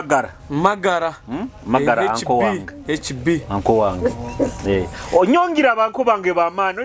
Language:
Nyoro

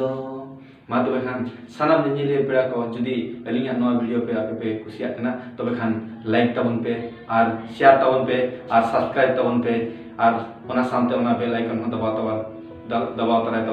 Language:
Santali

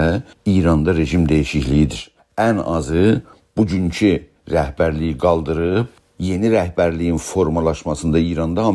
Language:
South Azerbaijani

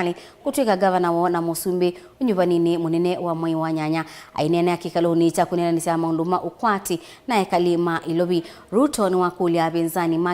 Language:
Kamba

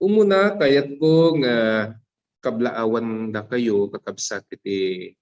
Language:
Iloko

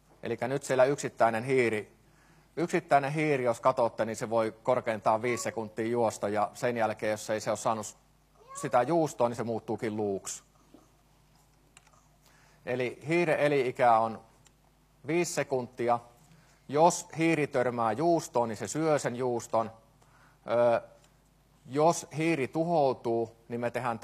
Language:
Finnish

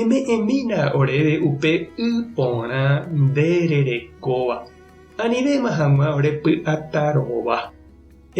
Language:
Guarani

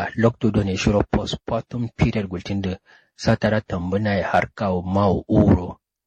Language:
Kanuri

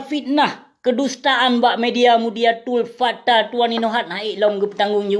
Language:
Achinese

